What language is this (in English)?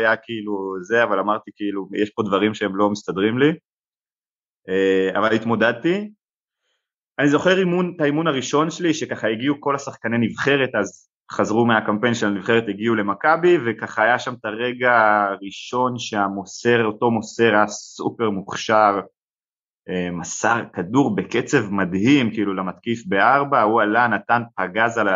Hebrew